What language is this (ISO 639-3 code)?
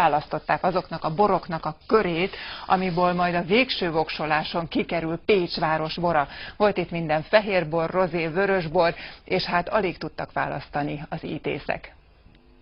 hun